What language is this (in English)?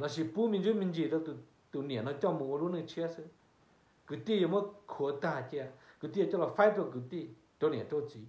Hmong